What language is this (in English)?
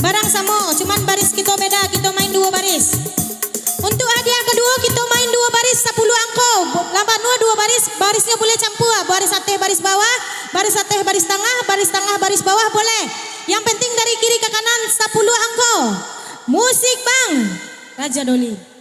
Minangkabau